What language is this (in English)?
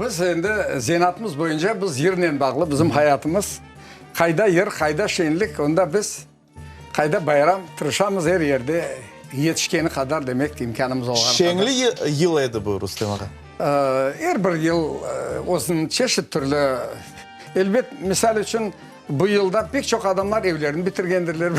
Crimean Tatar